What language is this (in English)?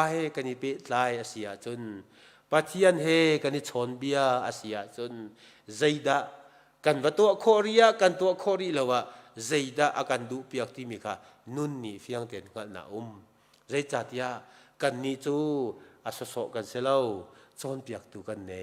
Hakha Chin